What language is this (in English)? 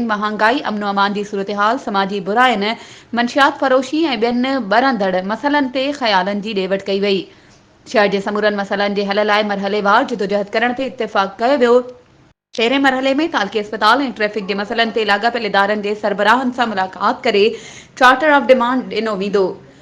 Sindhi